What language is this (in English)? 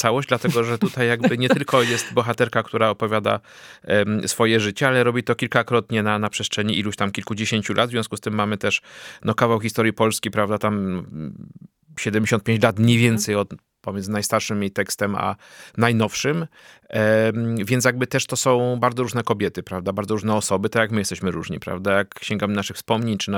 Polish